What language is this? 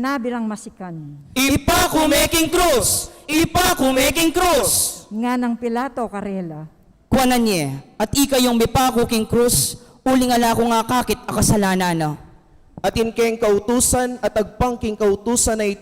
Pampanga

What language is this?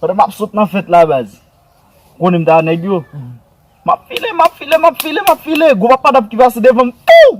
Haitian Creole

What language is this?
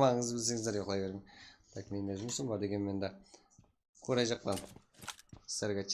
Kara-Kalpak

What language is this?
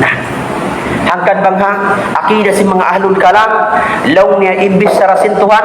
Tausug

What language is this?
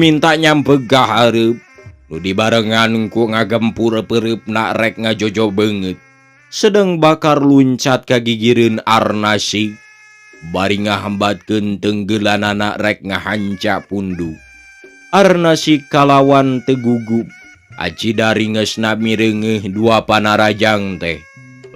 Sundanese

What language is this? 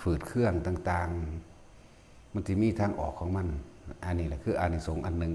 Northeastern Thai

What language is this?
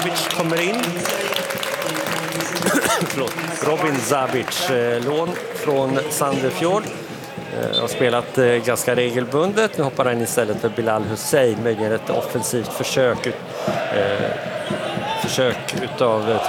Swedish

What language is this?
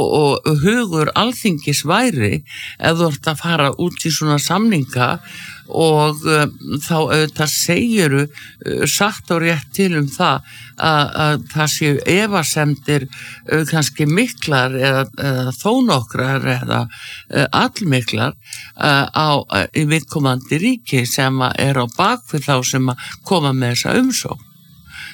Icelandic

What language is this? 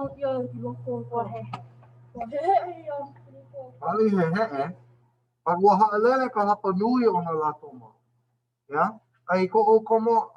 Hawaiian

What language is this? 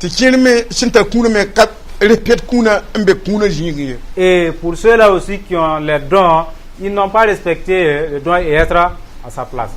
Mossi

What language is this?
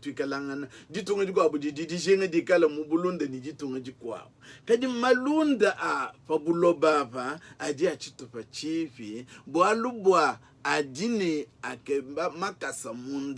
Luba-Lulua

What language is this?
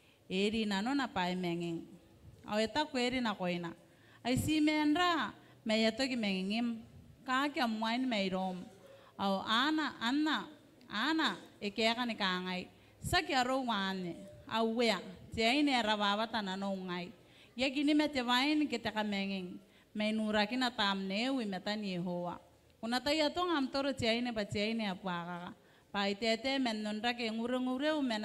Gilbertese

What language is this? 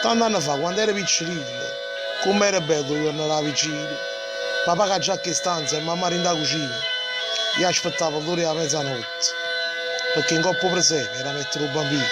Neapolitan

